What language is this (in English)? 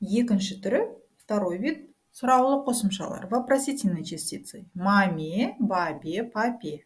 Kazakh